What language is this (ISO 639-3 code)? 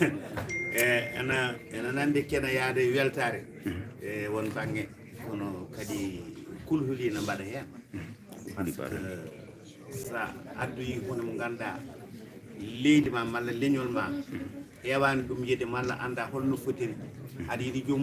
ful